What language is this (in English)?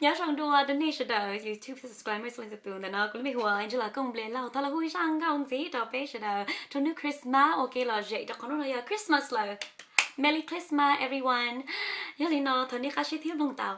Hmong